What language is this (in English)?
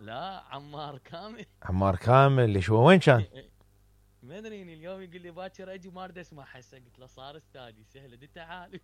Mesopotamian Arabic